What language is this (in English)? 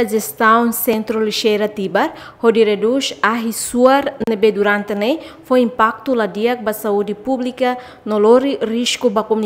Tetum